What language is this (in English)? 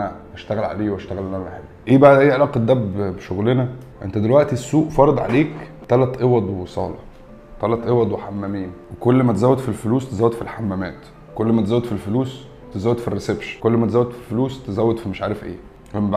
Egyptian Arabic